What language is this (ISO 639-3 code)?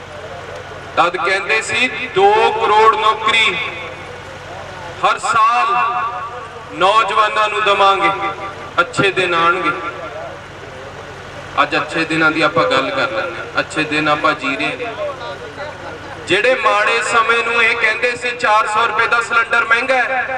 pan